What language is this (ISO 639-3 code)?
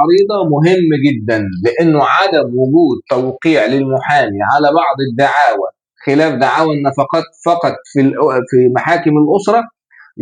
arz